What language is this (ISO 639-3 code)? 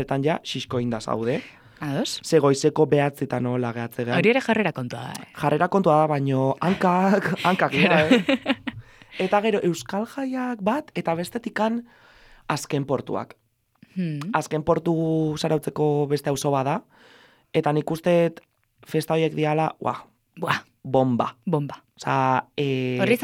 eus